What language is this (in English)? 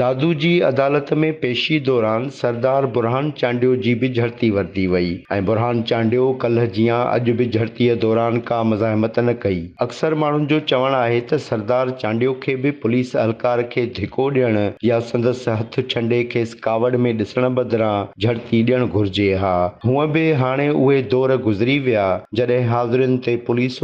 Sindhi